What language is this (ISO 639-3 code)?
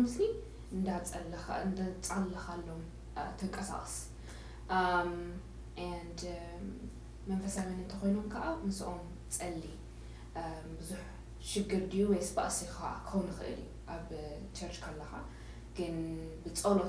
tir